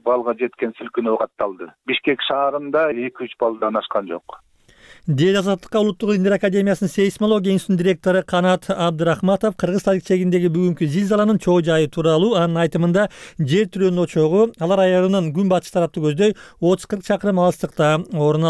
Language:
Kyrgyz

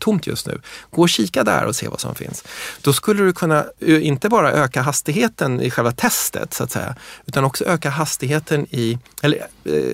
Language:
Swedish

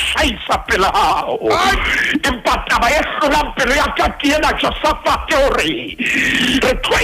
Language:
Southern Sotho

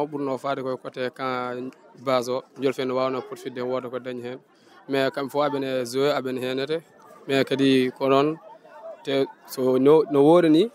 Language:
Fula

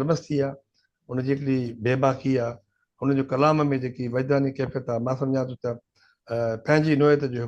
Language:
Sindhi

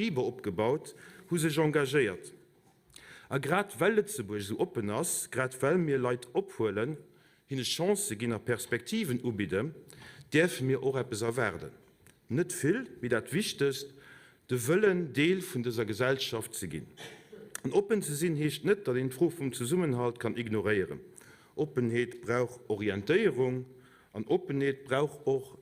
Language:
Luxembourgish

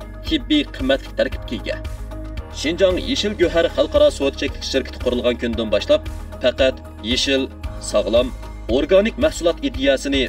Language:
Uyghur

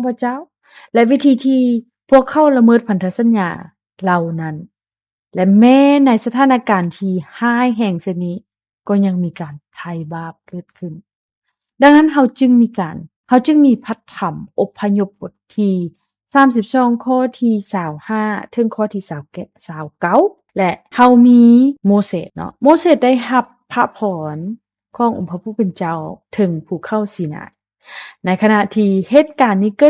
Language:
Lao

